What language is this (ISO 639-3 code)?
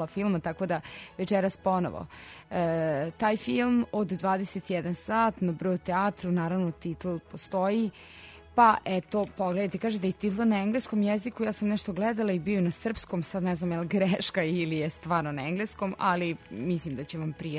srp